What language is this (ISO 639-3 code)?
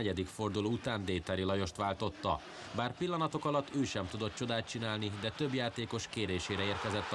hun